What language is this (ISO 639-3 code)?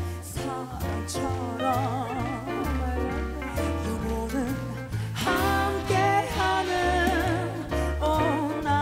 kor